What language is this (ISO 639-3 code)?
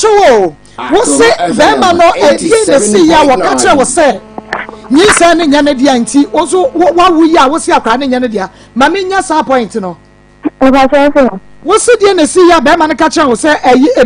aka